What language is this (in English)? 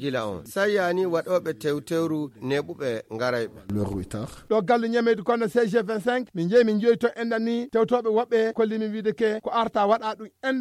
Fula